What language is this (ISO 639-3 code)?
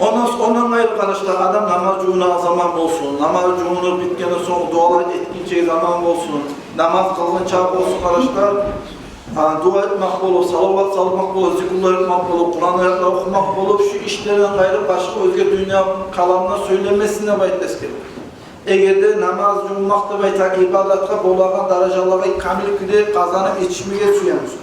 kum